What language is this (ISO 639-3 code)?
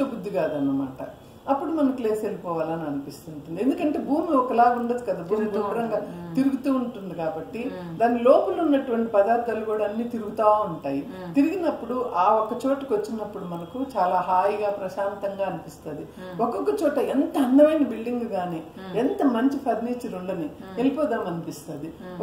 tel